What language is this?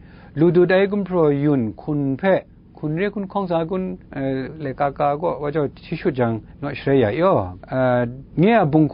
Kachin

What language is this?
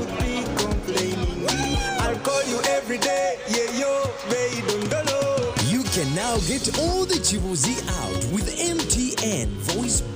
Nyankole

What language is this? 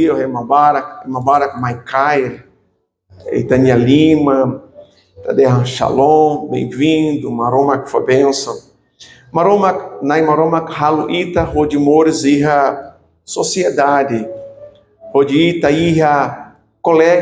Tetum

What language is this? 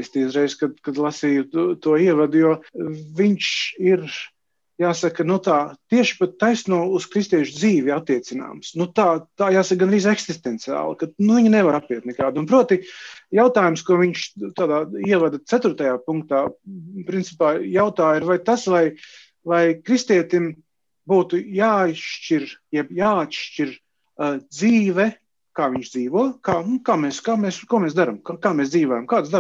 Latvian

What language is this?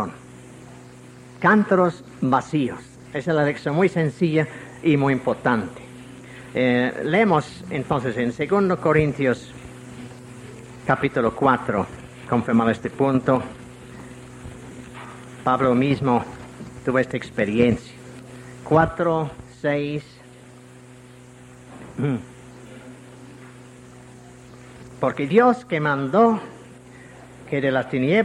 Spanish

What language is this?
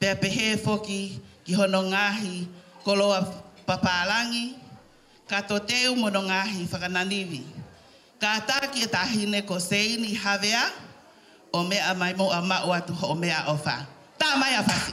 Tongan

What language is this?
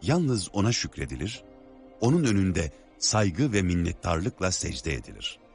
Turkish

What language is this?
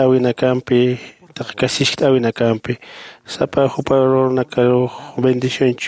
Aymara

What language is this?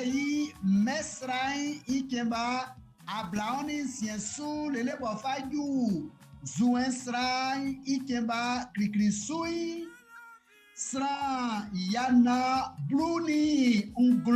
Baoulé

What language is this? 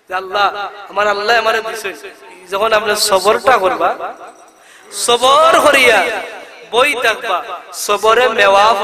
Sylheti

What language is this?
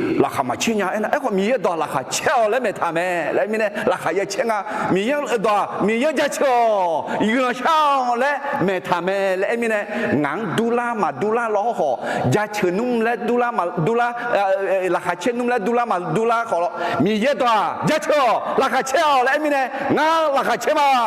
Akha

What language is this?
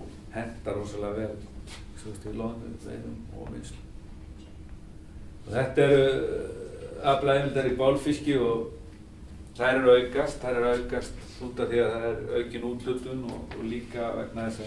Icelandic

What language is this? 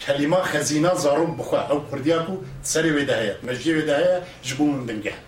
Kurdish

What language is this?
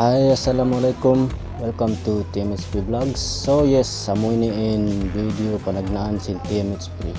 Tausug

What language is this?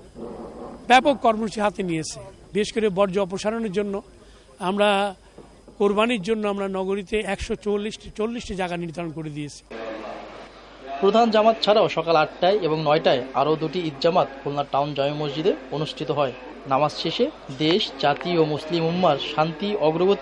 Bangla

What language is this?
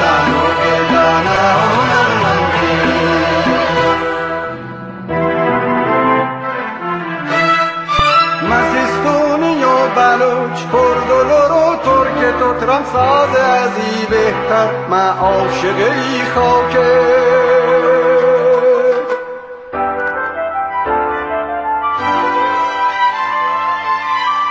Persian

